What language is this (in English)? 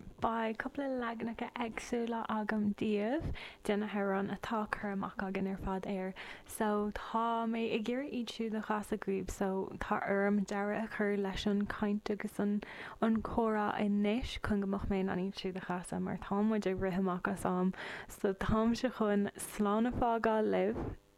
Irish